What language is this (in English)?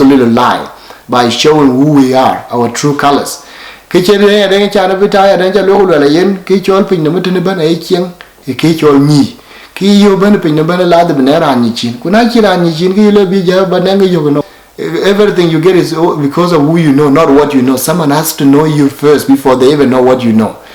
Dinka